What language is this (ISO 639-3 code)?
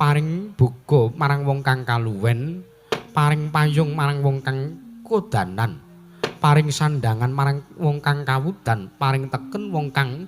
jav